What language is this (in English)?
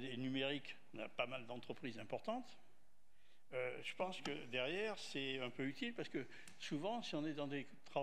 French